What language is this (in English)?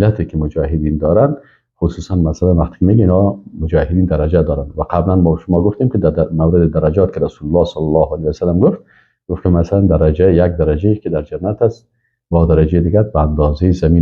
Persian